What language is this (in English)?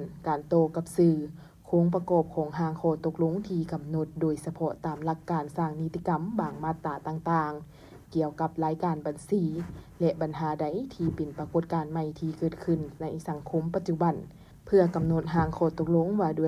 Lao